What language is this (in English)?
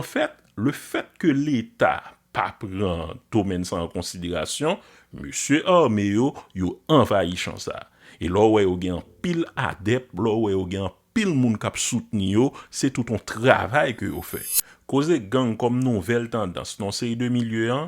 Haitian Creole